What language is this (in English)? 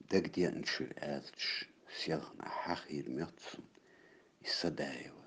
Chechen